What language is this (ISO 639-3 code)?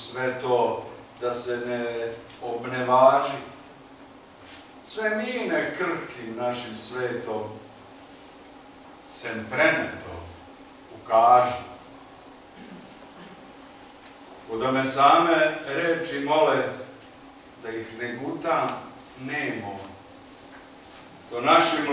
srp